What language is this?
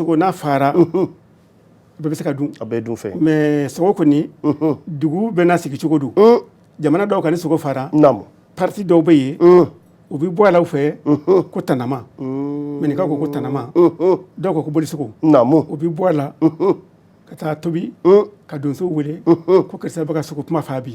Bambara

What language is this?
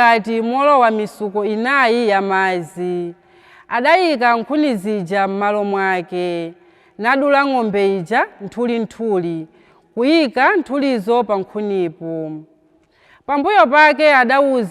Nyanja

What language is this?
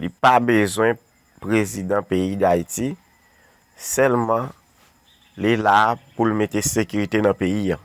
Haitian Creole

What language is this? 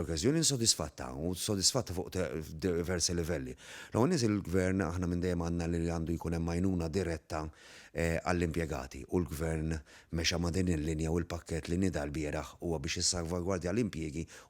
Maltese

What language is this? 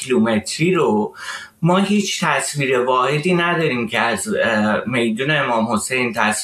Persian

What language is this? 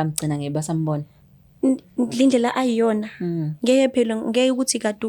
Zulu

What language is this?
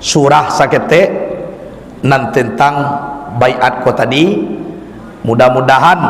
Minangkabau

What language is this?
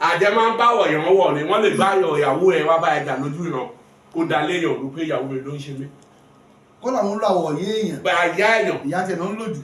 Yoruba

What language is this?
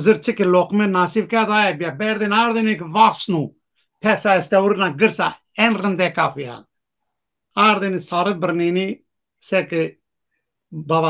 Zaza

